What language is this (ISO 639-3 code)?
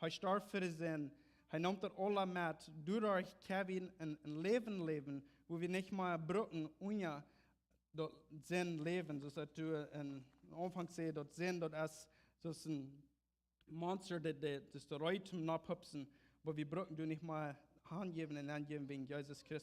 pdt